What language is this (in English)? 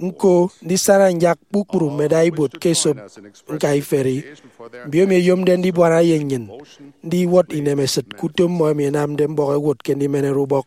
Efik